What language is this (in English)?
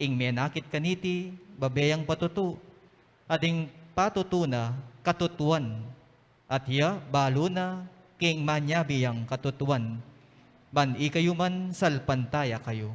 Pampanga